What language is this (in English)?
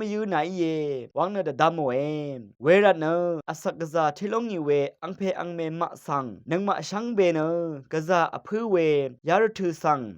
Rawang